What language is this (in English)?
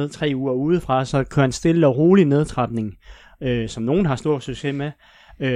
Danish